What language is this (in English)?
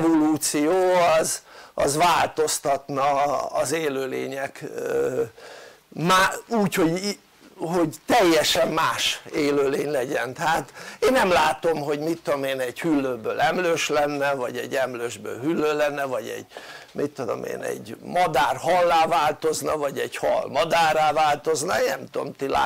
Hungarian